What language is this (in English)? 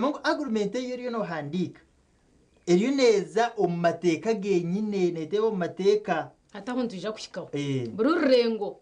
Nyankole